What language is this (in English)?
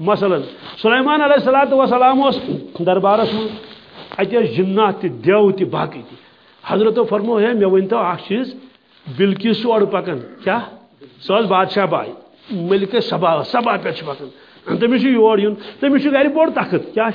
Kashmiri